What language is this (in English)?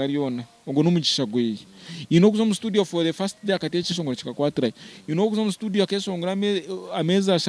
Nyankole